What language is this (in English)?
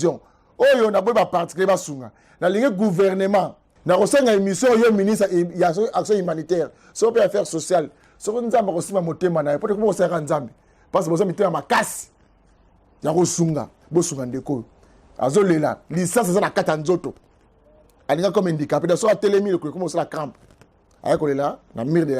Lingala